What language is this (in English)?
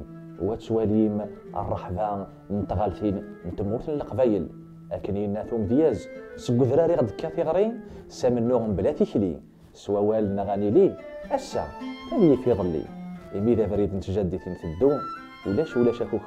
Kabyle